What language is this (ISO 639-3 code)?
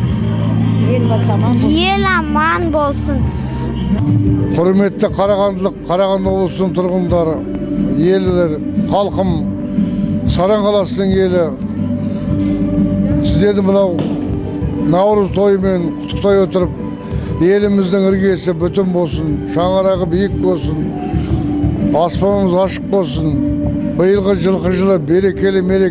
kaz